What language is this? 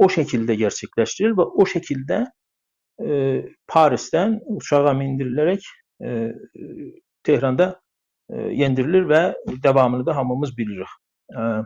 South Azerbaijani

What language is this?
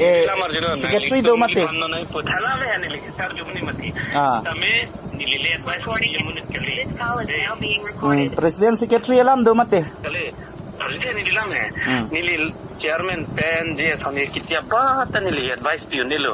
Karbi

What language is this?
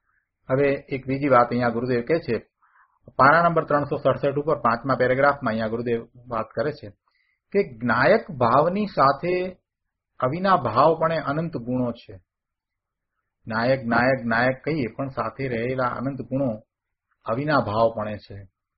Gujarati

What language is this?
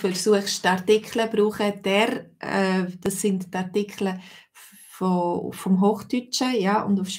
Swiss German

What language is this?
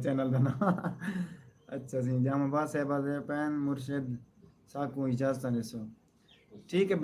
Saraiki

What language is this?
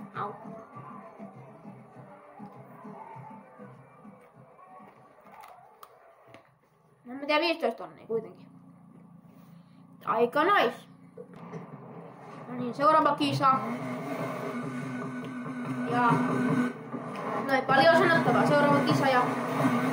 Finnish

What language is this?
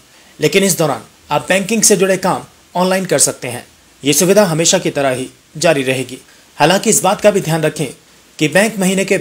Hindi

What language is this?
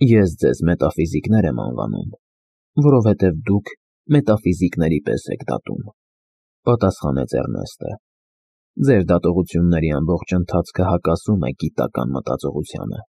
Armenian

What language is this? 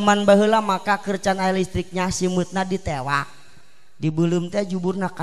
Sundanese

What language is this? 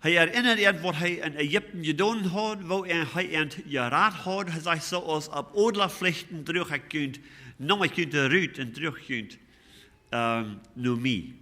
Plautdietsch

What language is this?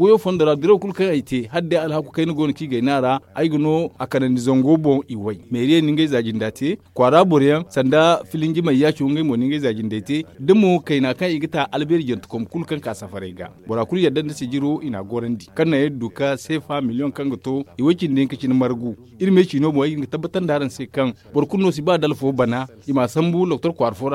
Zarma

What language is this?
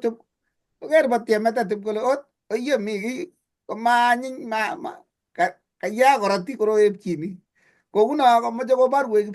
Kalenjin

